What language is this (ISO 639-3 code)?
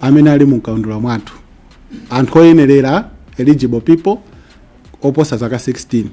nya